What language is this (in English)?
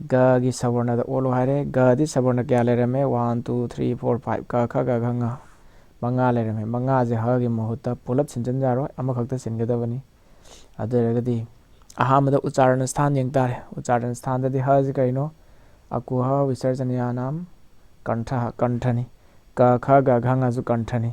Manipuri